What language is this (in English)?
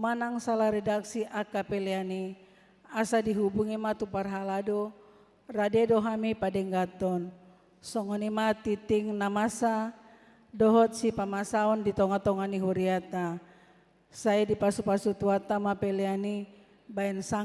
Batak Toba